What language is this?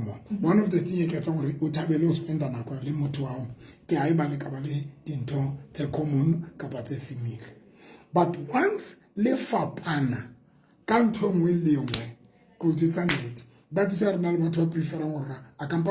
Southern Sotho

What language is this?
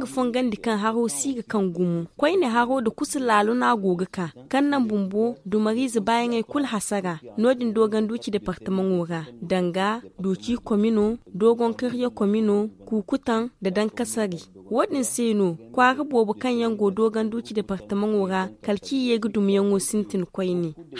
Zarma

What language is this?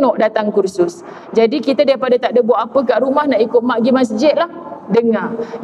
Malay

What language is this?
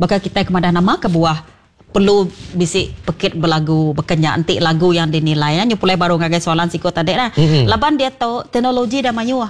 Iban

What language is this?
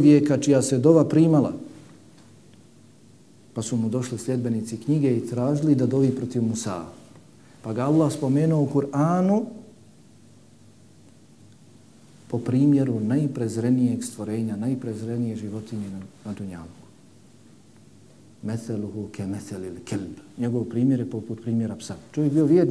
Bosnian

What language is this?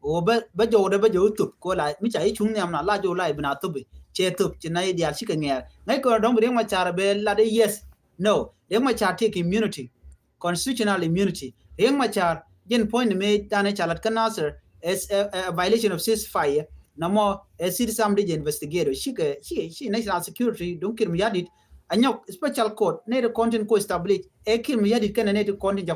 Nuer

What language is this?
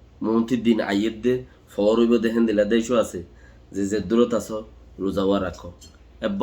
Rohingya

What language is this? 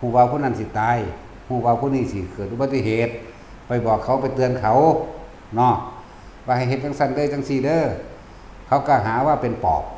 Lao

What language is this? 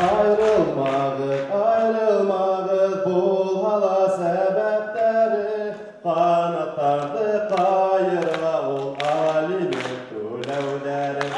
Bashkir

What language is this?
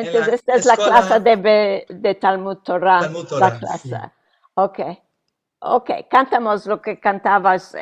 Ladino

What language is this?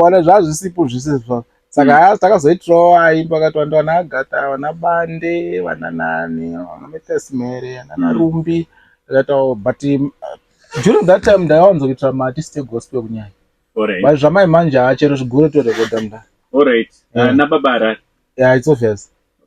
Shona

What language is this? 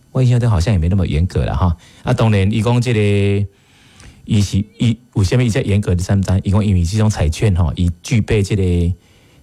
Min Nan Chinese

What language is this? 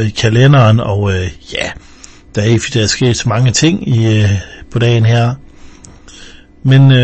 Danish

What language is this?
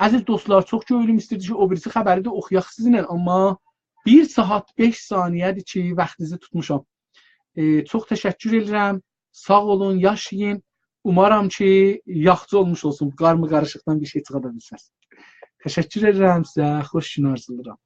South Azerbaijani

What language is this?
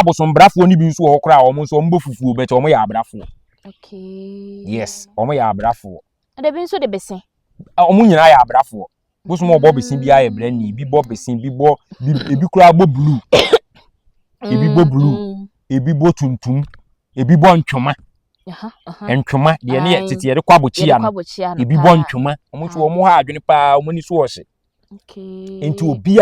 Akan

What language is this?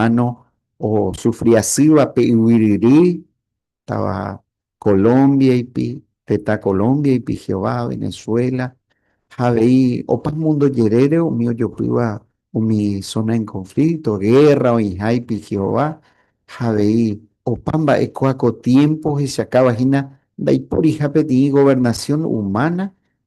Guarani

